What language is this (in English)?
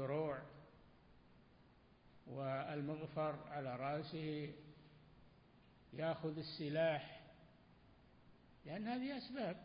Arabic